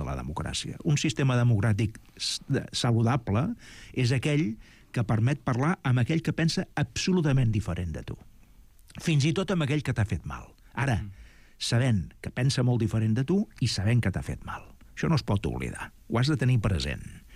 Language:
Catalan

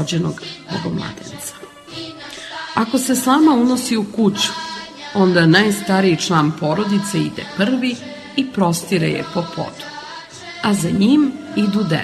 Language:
Serbian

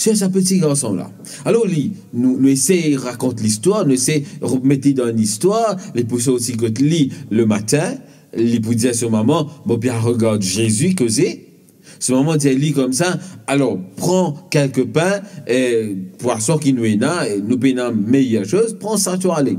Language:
Morisyen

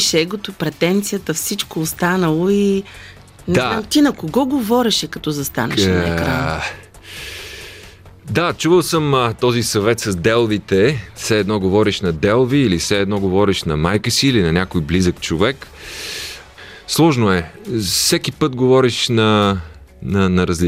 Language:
Bulgarian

